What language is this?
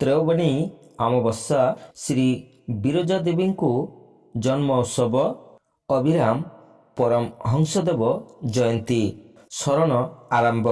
Odia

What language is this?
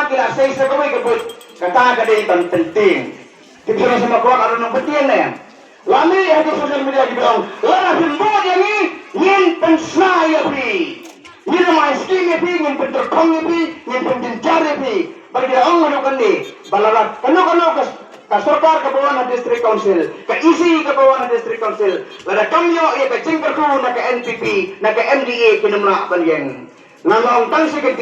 Khasi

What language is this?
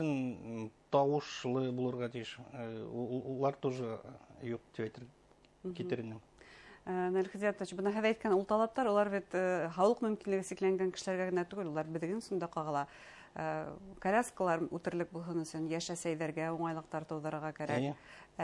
Bashkir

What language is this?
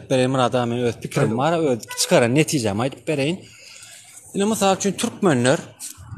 Turkmen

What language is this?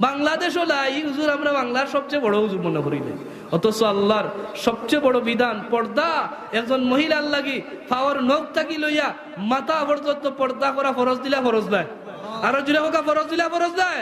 Sylheti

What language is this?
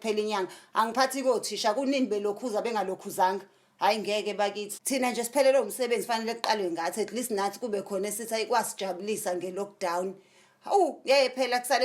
Zulu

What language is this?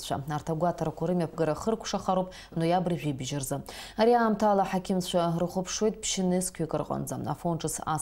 Abkhazian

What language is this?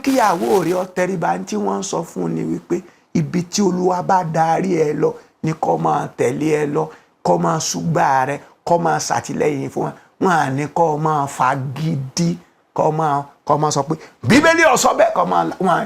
Yoruba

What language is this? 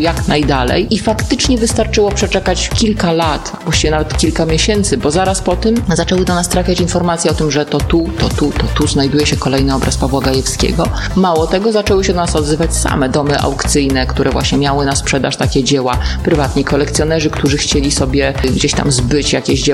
Polish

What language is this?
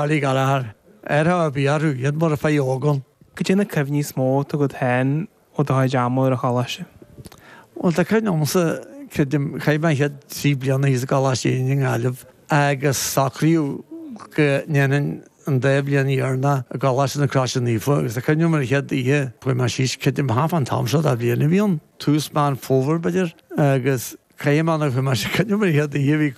Irish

